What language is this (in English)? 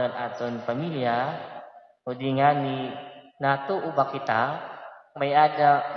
Waray